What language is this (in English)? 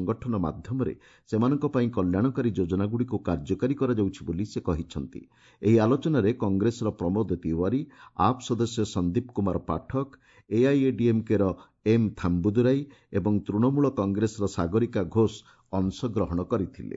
Odia